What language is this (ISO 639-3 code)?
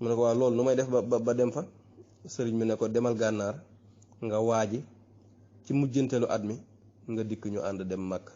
wol